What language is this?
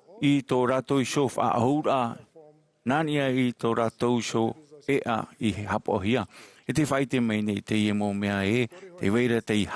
Tahitian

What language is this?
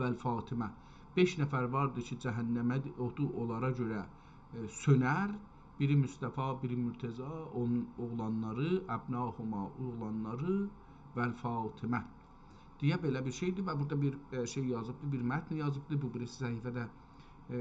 South Azerbaijani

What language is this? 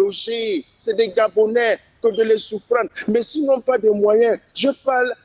French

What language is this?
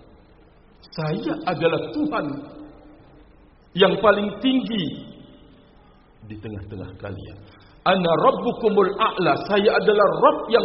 Indonesian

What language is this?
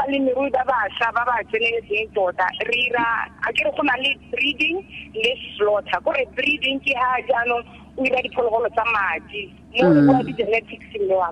Tswana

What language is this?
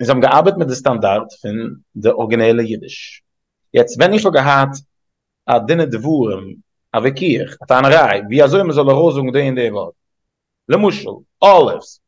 Yiddish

